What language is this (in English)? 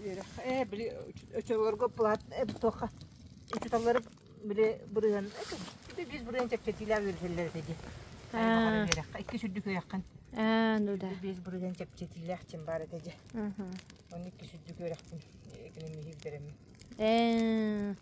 Yakut